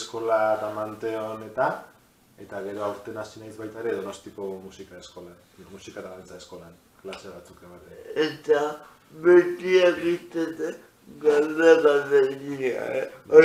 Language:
Basque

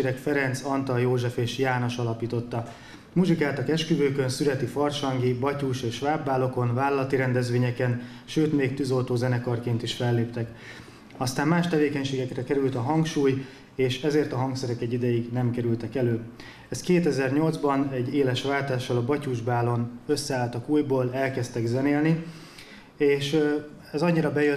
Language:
Hungarian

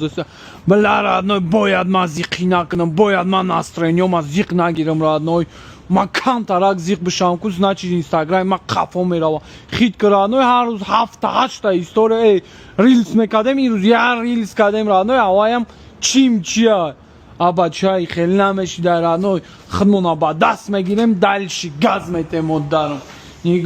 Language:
Tajik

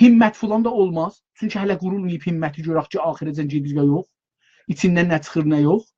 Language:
South Azerbaijani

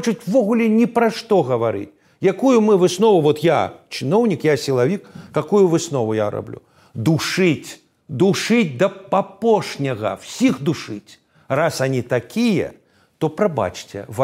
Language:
Belarusian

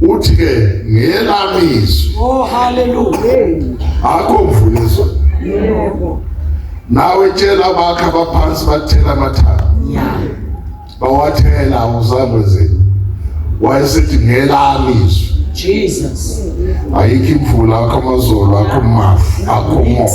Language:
Zulu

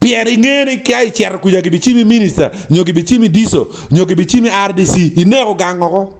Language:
Acoli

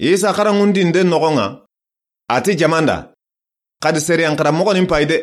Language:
Soninke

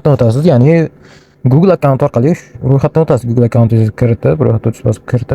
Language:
Uzbek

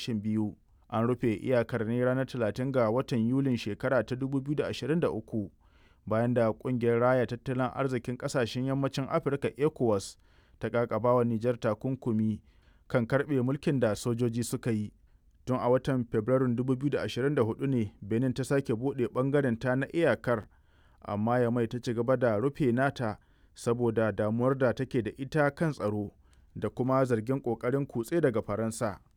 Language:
Hausa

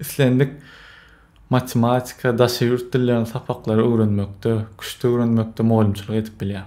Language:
Turkmen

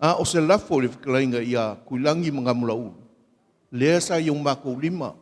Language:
Samoan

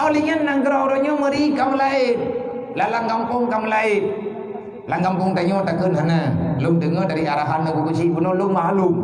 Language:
Achinese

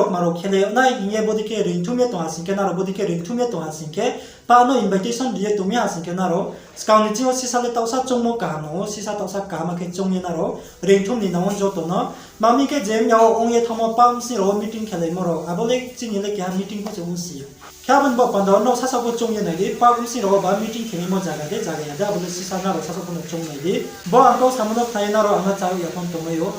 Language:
Riang (India)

